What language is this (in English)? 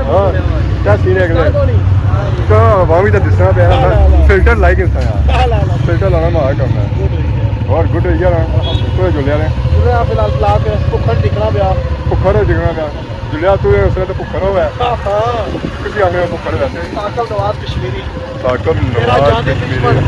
Pahari-Potwari